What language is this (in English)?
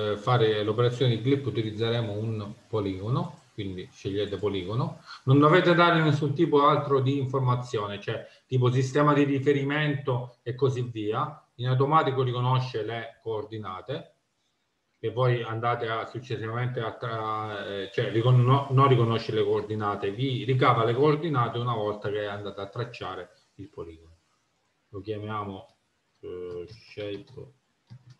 Italian